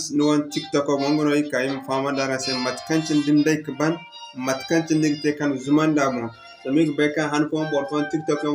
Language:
Zarma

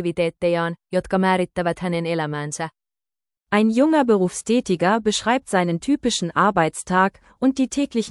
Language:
German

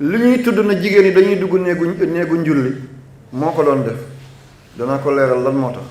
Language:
Wolof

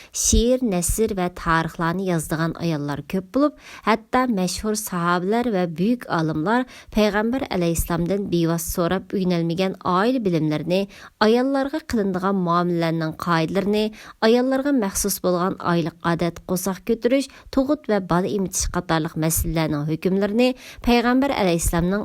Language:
Uyghur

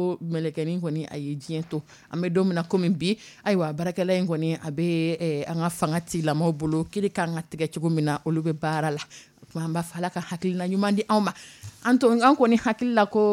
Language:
Dyula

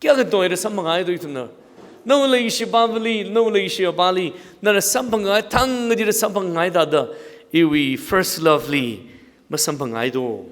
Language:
Tangkhul Naga (India)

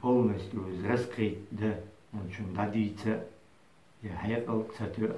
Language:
Chechen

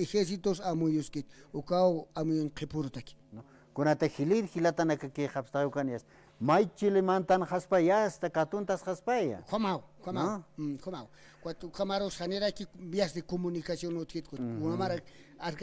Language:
Aymara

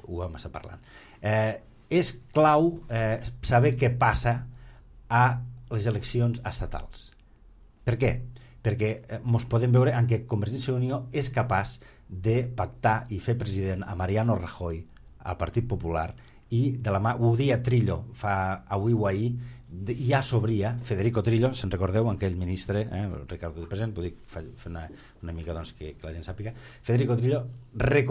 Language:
Catalan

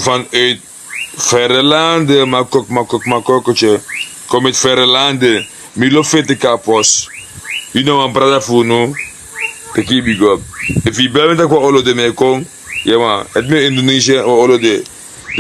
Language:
Sranan Tongo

